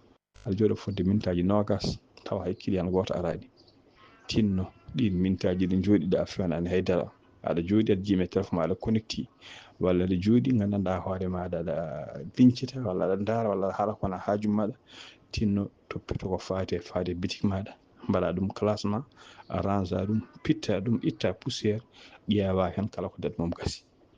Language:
Fula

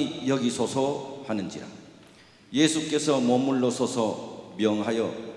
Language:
Korean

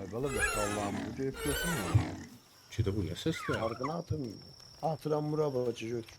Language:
South Azerbaijani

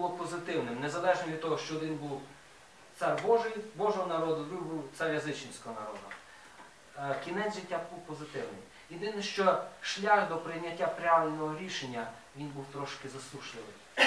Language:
Ukrainian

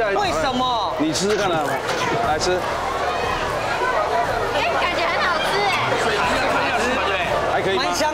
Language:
Chinese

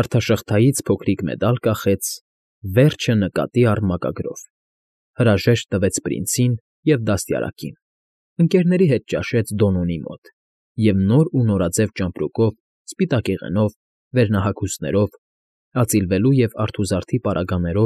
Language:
Armenian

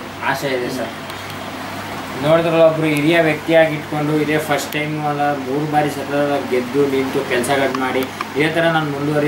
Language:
Kannada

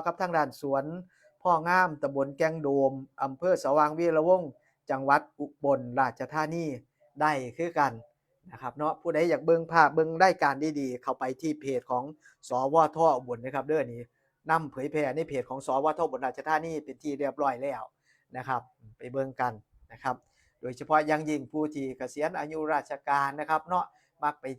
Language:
Northeastern Thai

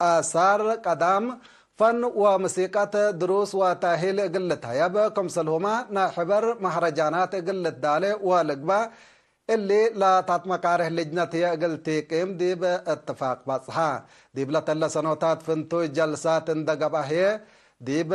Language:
Tigre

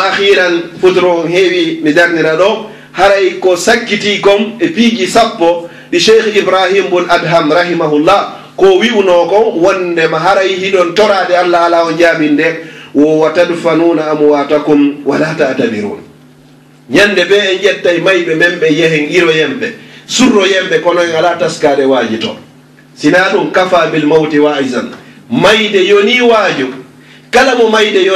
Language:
Fula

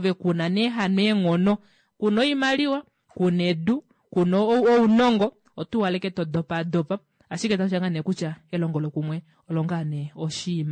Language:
Kuanyama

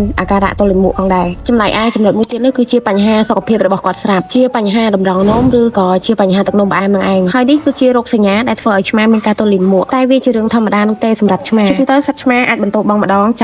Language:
Khmer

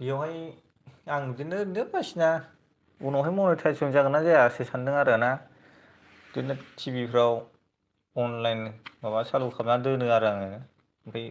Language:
Bodo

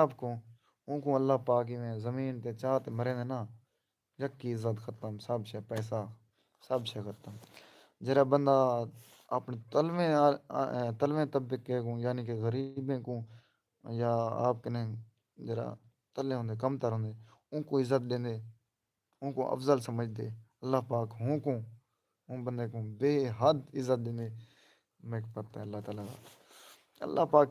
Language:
Saraiki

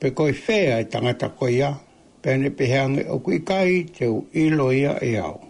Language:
Tongan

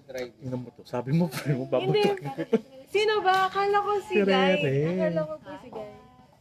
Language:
Filipino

